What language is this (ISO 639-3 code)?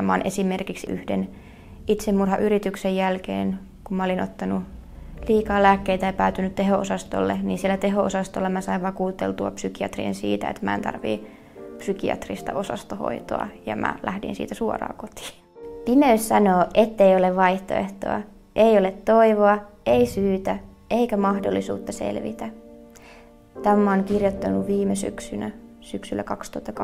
fin